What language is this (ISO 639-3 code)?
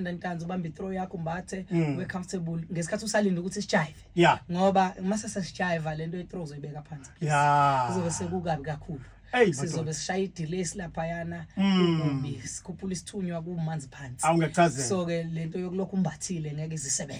zul